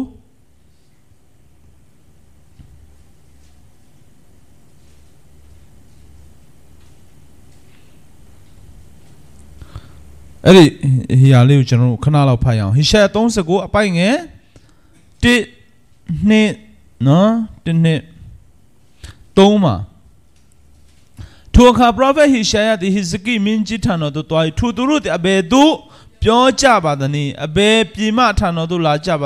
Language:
Burmese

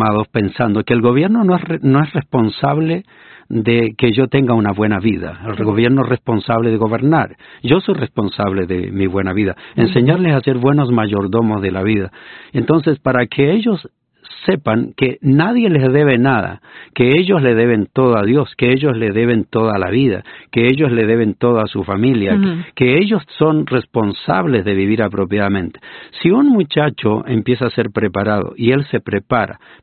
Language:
Spanish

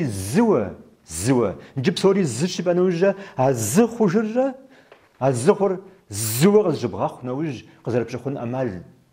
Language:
Kabardian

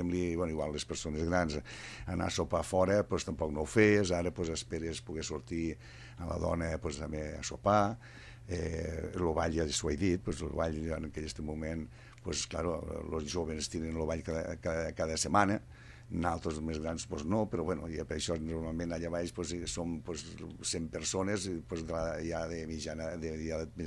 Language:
Catalan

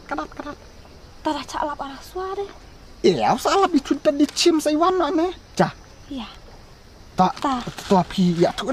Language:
Khasi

